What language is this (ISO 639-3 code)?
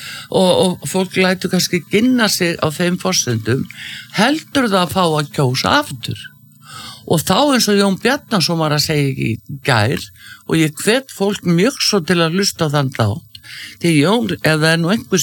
isl